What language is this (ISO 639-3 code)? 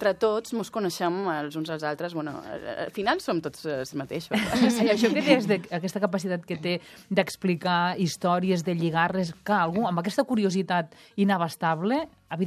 cat